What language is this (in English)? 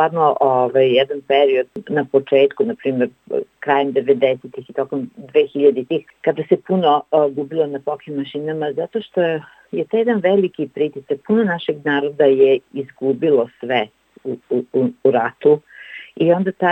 Serbian